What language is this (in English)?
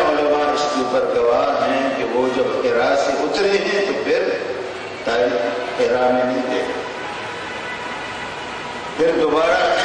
Urdu